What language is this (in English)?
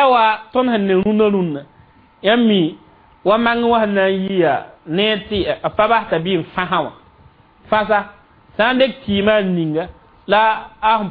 Mossi